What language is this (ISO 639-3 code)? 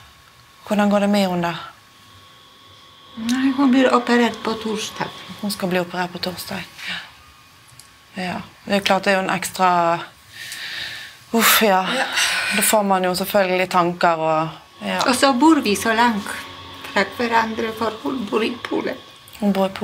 nor